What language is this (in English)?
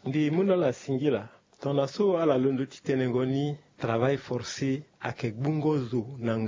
Sango